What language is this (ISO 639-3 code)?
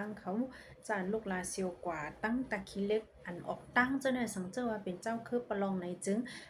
shn